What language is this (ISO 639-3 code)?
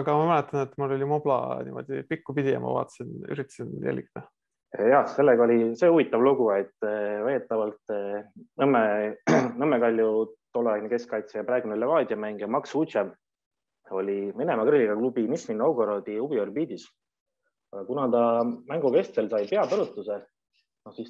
est